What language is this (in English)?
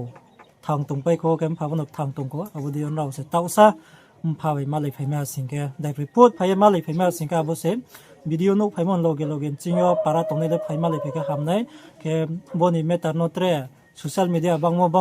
Riang (India)